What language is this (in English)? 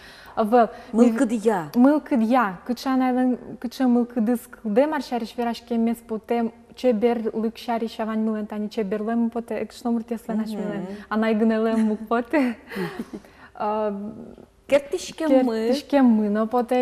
Udmurt